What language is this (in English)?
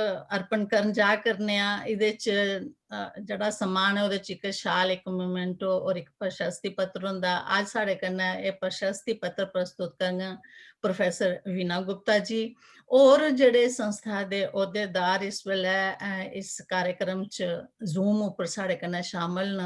Dogri